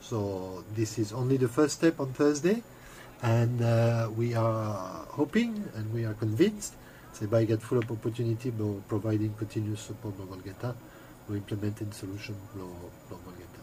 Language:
Bislama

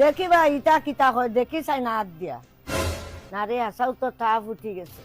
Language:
Sylheti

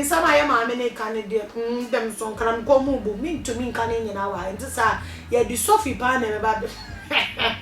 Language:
Akan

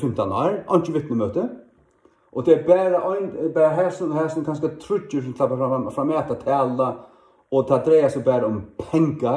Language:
Faroese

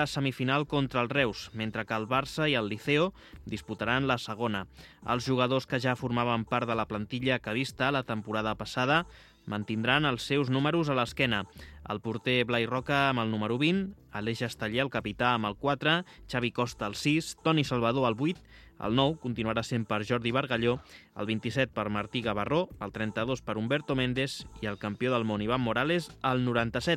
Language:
Catalan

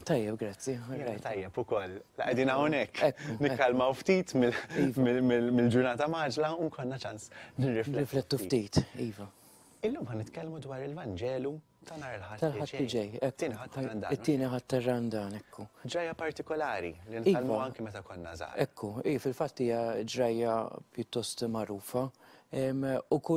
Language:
Maltese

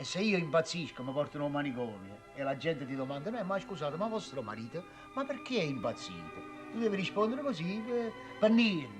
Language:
Neapolitan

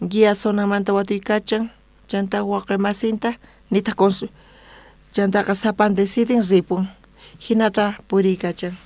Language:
South Bolivian Quechua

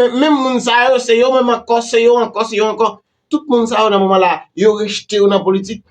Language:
Haitian Creole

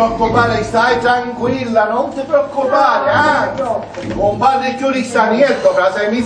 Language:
Sicilian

